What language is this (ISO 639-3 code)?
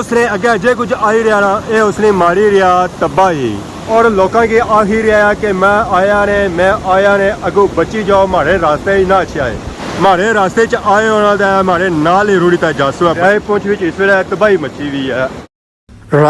phr